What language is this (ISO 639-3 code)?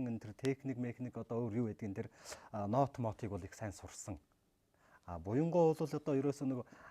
mon